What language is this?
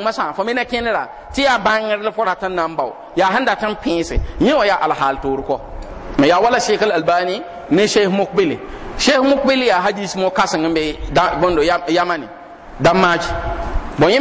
Mossi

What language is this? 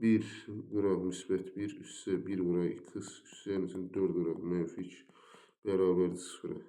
Azerbaijani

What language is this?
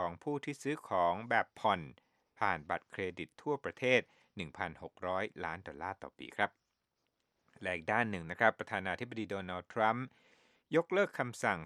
Thai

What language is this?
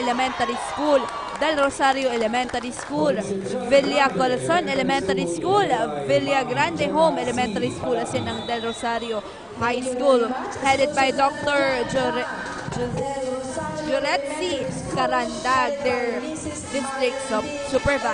Bikol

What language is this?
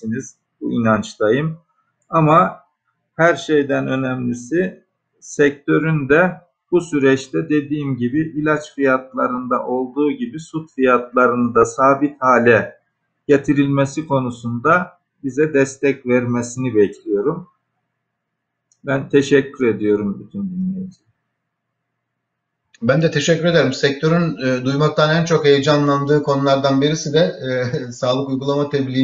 Turkish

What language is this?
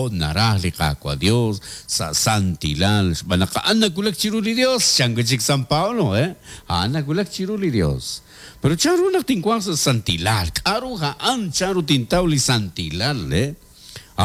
Kekchí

